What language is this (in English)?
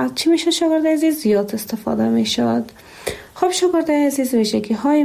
Persian